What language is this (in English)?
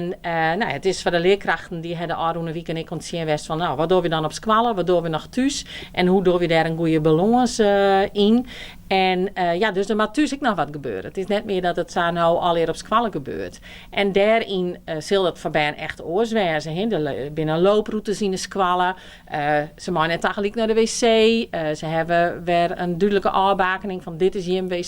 Western Frisian